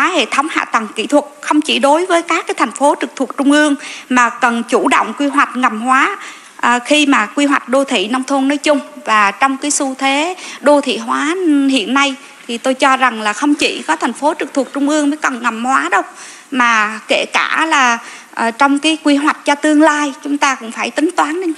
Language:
Vietnamese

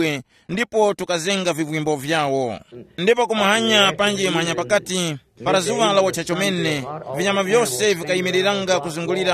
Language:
Tumbuka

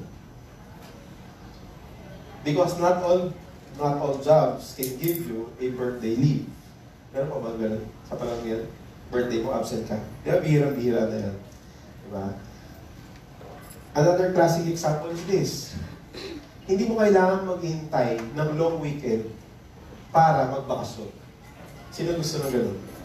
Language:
Filipino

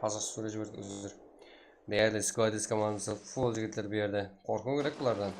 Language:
Kara-Kalpak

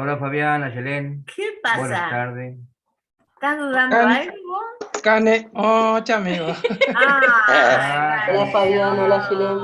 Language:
Guarani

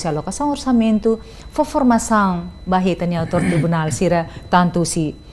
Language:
Tetum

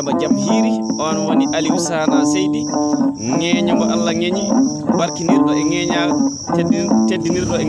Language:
Fula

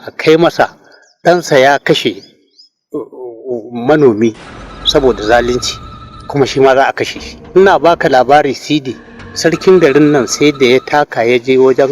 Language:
Hausa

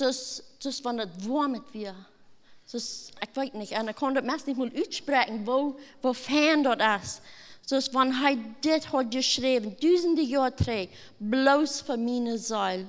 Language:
Plautdietsch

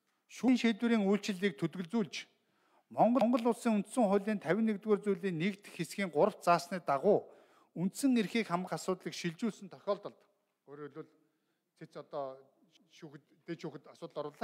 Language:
Mongolian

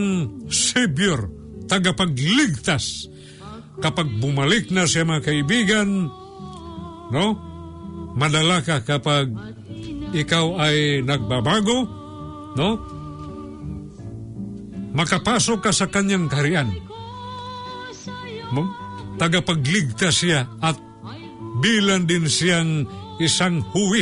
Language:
Filipino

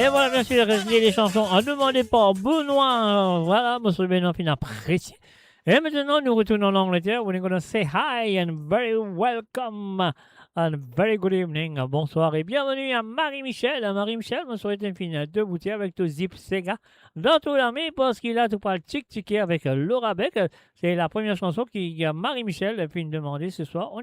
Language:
Morisyen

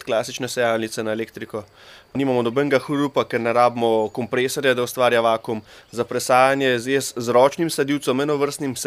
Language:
Slovenian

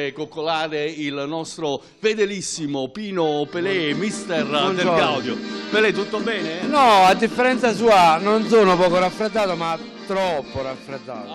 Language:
Italian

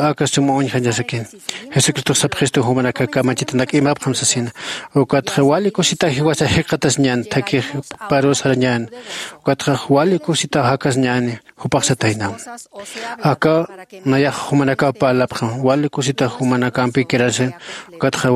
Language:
Aymara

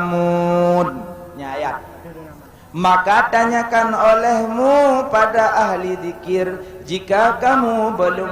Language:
Achinese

